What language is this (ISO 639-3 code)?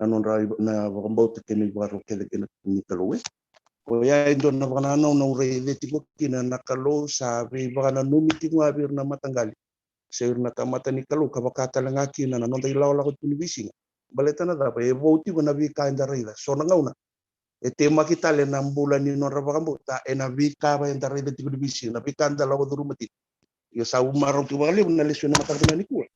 fij